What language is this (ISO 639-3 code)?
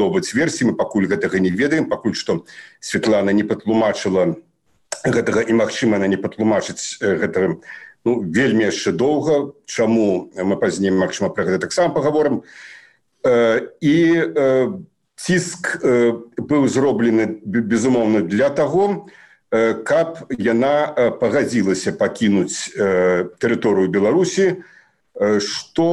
bel